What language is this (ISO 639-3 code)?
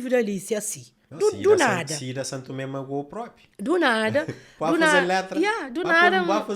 kea